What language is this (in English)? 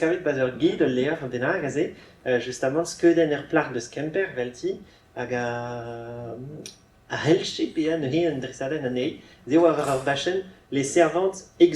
Breton